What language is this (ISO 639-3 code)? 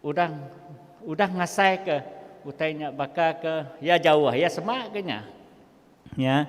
iba